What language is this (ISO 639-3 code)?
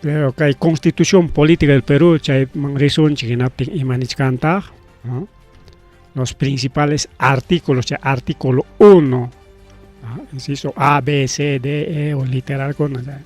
quy